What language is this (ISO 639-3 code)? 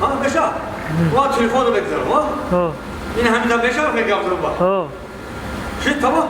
tgk